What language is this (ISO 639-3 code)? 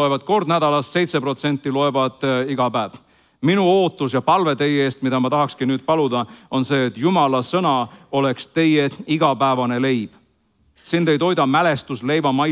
est